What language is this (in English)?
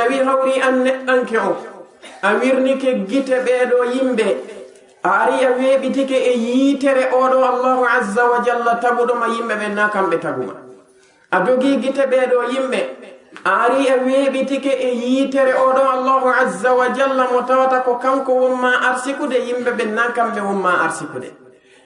Fula